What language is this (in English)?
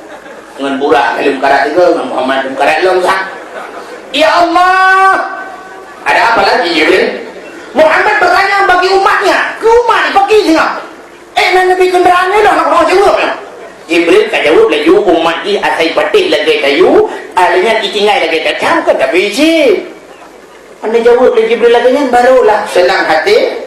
Achinese